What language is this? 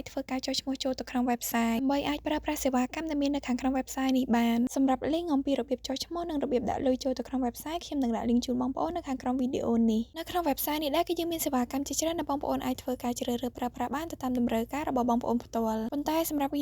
Khmer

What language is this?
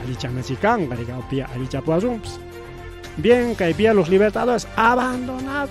Ayacucho Quechua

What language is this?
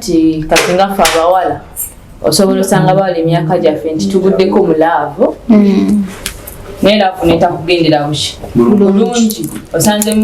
Ganda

